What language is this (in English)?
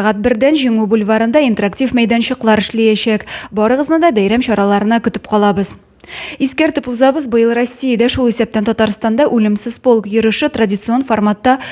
Tatar